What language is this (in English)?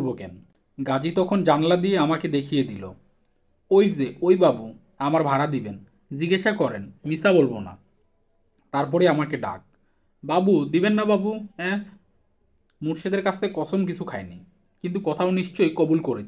Bangla